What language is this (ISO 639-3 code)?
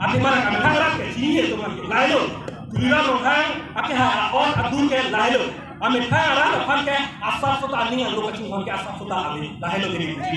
mjw